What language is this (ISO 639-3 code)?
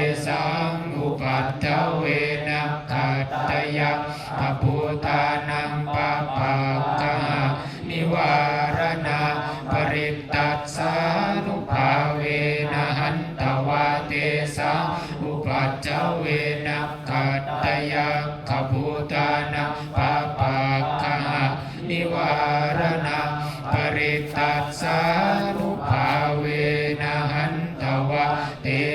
pli